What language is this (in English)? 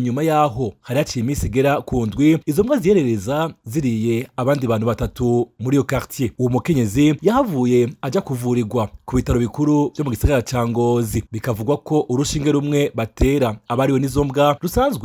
Rundi